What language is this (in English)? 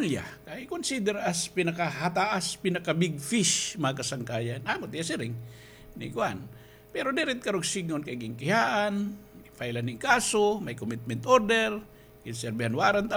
Waray